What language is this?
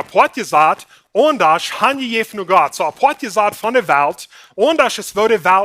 Plautdietsch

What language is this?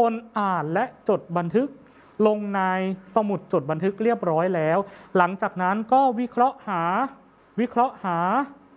Thai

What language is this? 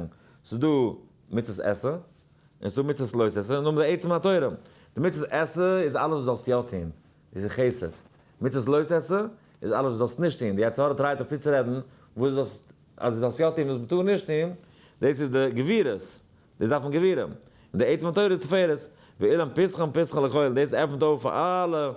Yiddish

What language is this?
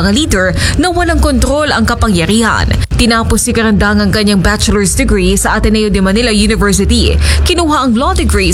Filipino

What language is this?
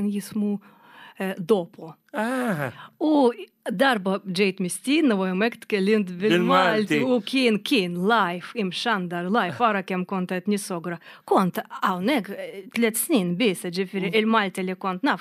Maltese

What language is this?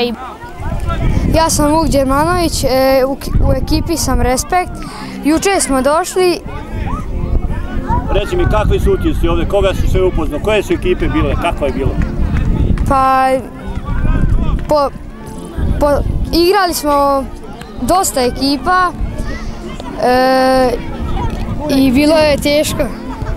Serbian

